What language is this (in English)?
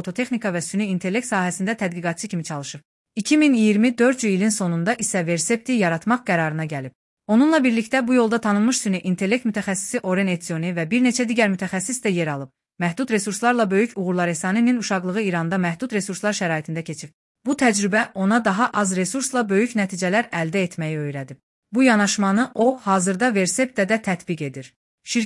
Azerbaijani